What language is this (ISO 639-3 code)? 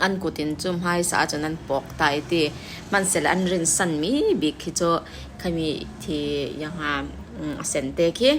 cfm